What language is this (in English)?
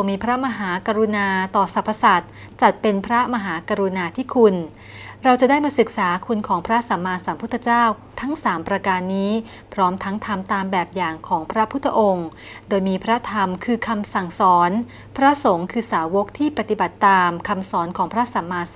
Thai